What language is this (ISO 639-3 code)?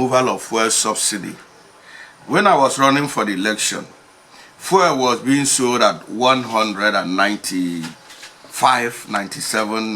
ibo